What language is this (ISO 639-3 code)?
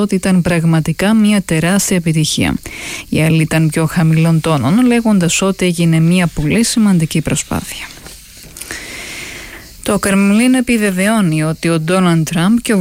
ell